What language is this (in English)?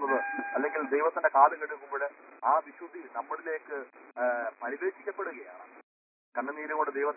Malayalam